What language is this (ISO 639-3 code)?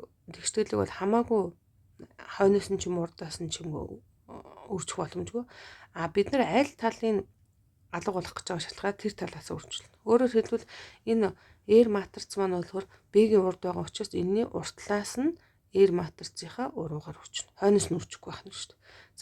mon